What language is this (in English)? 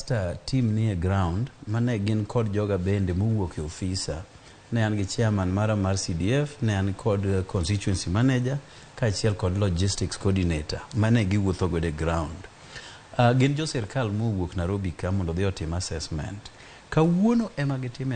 Luo (Kenya and Tanzania)